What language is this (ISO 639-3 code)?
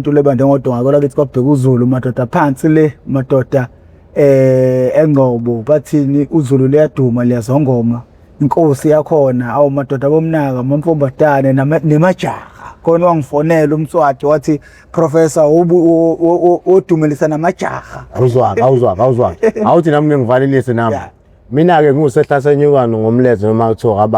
zul